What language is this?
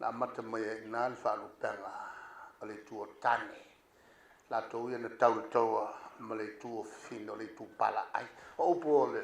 Samoan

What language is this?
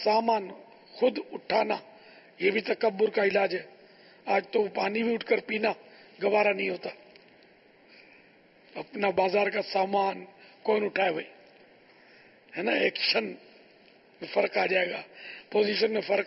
Urdu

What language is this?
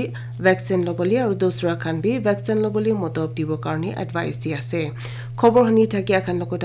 Naga Pidgin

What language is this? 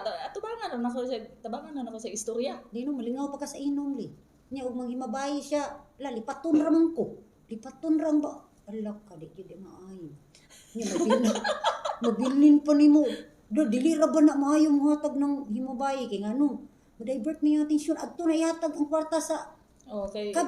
Cebuano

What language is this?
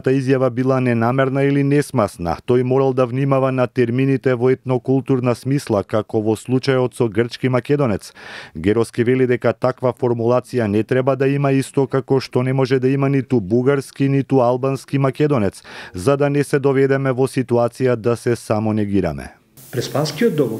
Macedonian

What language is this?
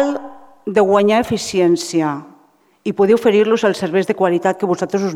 Catalan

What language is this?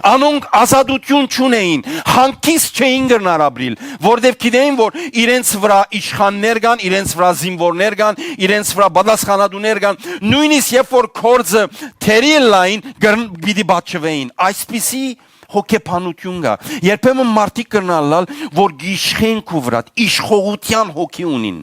Western Armenian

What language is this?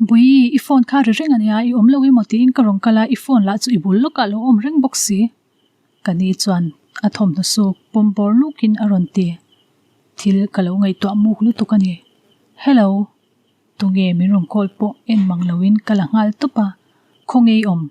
Mizo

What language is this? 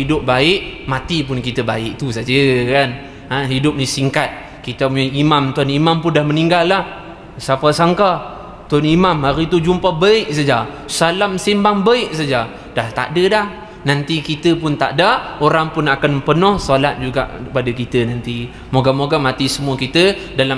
Malay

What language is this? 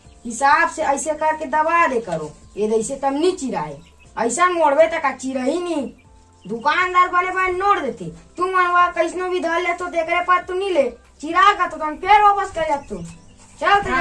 Chhattisgarhi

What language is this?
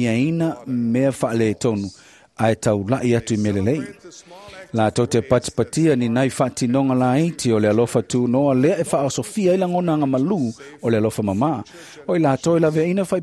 Samoan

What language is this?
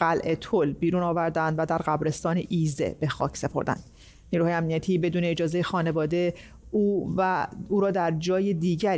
Persian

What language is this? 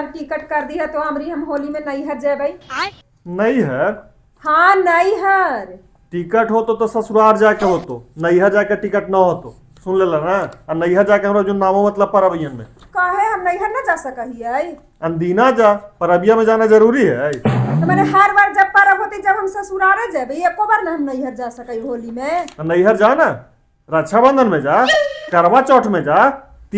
Magahi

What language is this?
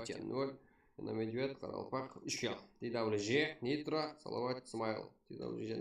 Kara-Kalpak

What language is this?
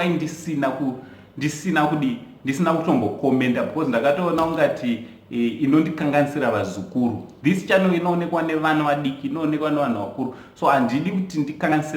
Shona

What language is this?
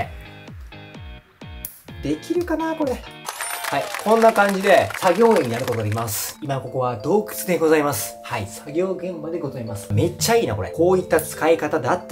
Japanese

